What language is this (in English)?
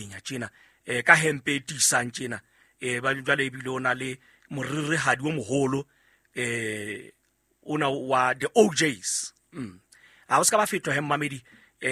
Southern Sotho